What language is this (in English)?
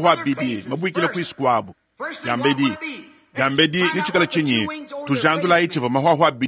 Luba-Lulua